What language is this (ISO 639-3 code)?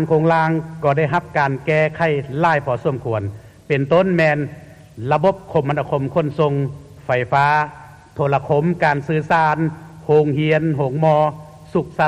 lao